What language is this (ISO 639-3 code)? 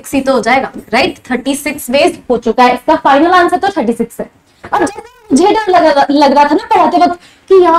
hin